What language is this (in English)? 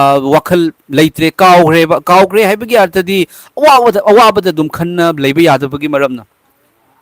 Manipuri